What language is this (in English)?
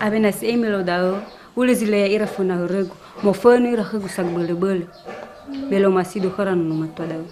Nias